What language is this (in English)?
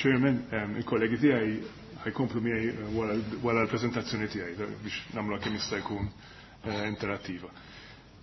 Maltese